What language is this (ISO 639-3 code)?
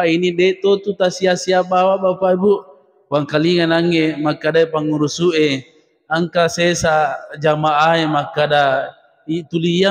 bug